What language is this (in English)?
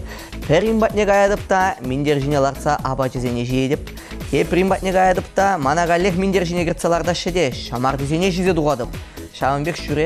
Chuvash